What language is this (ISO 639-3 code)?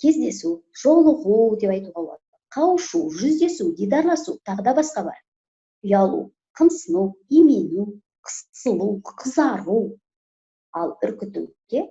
kaz